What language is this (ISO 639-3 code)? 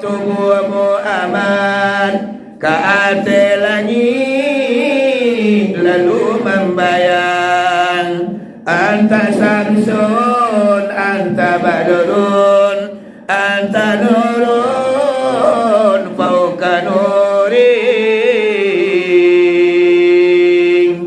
min